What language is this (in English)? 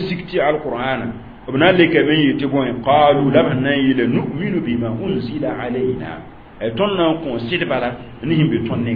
Mossi